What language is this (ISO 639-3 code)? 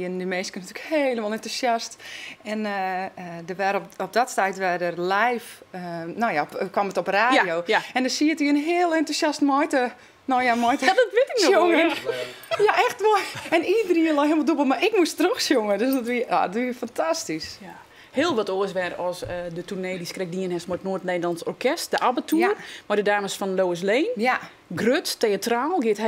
fry